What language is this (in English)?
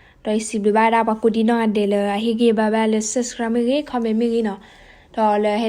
S'gaw Karen